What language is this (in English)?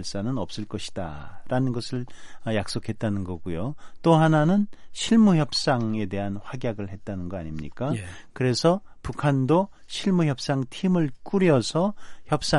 Korean